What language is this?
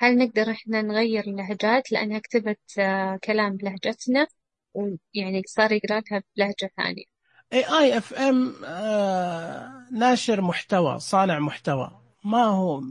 Najdi Arabic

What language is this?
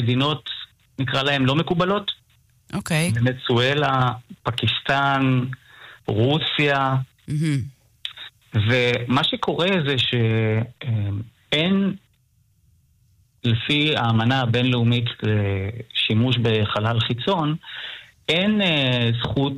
Hebrew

